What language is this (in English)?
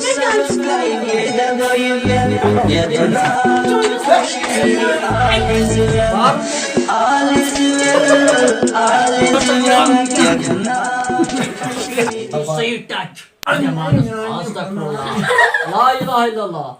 Kashmiri